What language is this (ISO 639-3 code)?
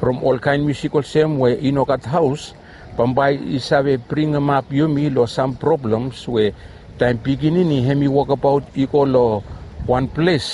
bis